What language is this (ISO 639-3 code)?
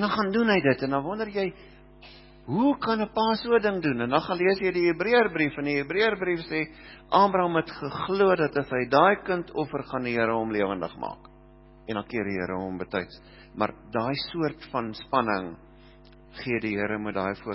afr